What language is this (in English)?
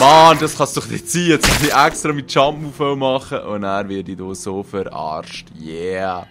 Swiss German